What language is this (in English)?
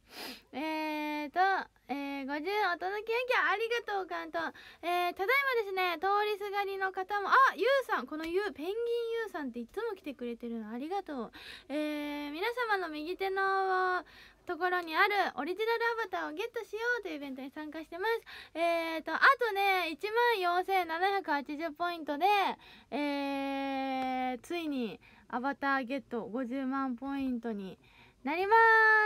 Japanese